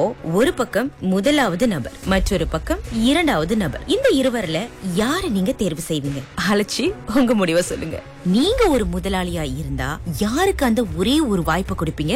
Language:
Tamil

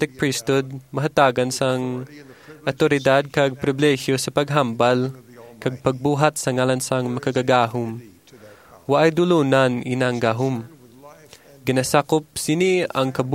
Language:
Hiligaynon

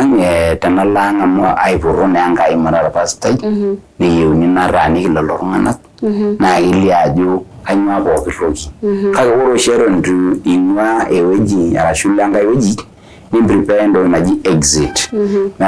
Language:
Masai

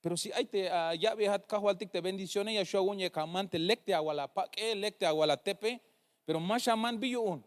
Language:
Tzeltal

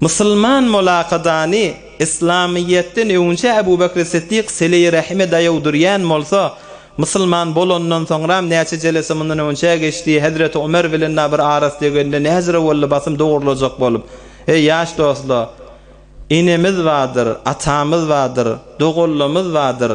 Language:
Turkmen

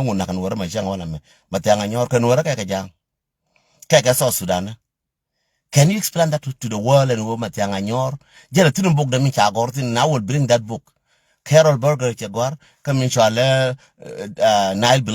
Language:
Nuer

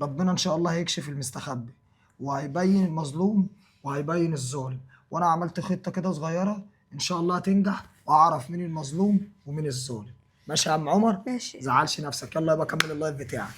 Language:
Egyptian Arabic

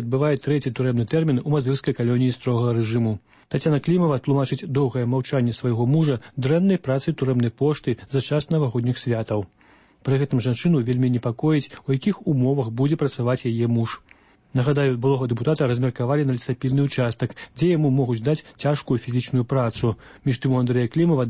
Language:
Belarusian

